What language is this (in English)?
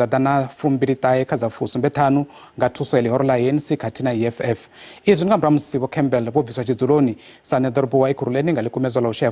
Venda